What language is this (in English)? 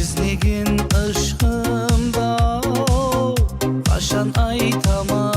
Kara-Kalpak